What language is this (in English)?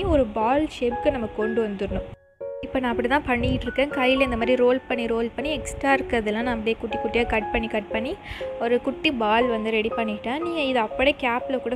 Tamil